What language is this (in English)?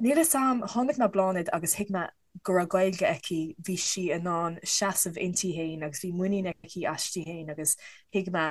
Irish